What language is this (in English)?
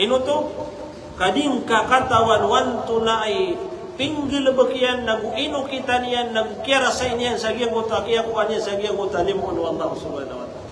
Maranao